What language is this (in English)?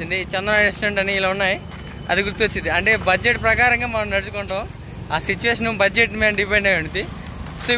Telugu